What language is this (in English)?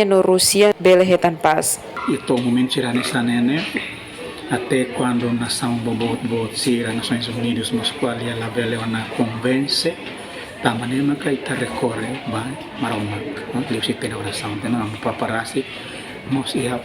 Tetum